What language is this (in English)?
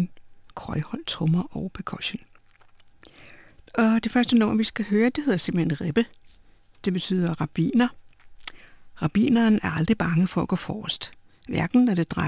Danish